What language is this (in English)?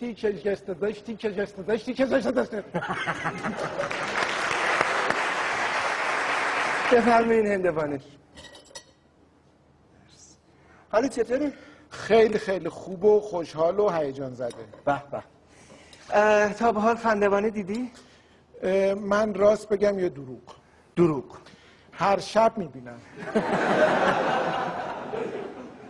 Persian